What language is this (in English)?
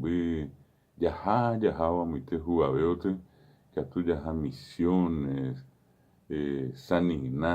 Guarani